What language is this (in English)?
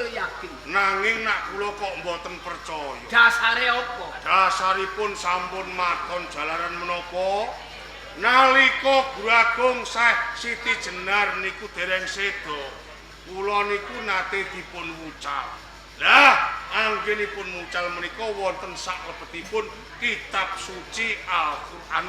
Javanese